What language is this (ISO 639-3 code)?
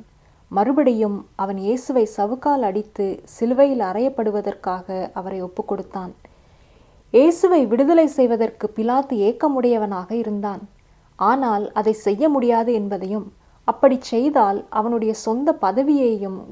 tam